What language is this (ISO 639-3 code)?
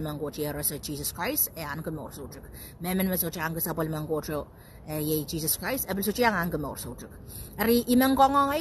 pon